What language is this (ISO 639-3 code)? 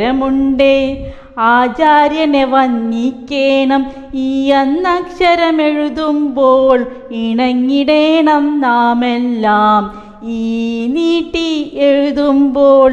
mal